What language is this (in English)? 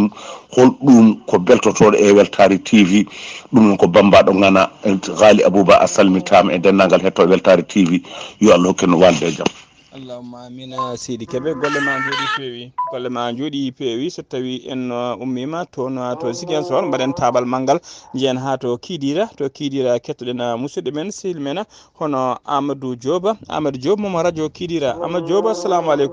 Fula